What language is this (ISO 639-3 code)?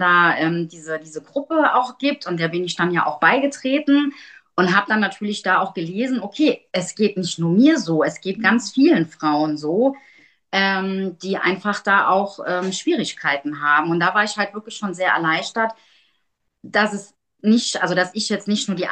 deu